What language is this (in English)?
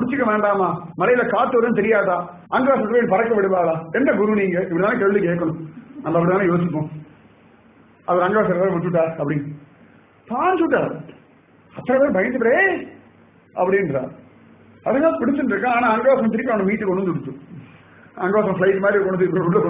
Tamil